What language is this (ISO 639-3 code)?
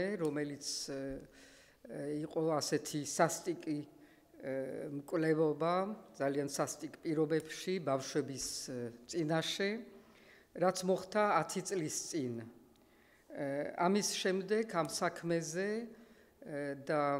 kat